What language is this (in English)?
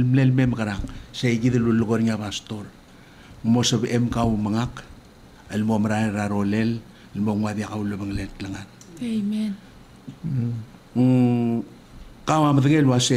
Palauan